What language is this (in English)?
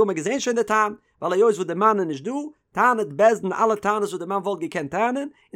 Yiddish